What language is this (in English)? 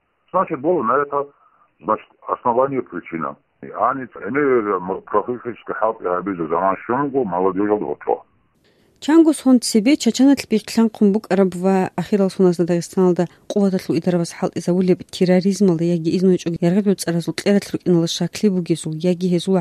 Avaric